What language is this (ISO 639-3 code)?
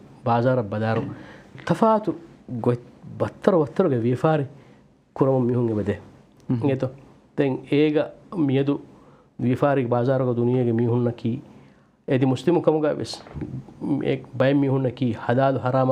div